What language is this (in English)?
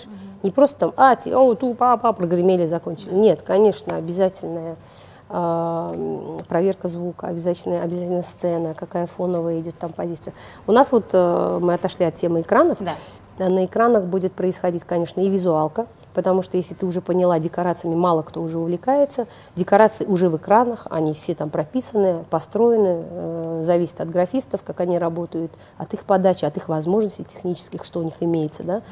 Russian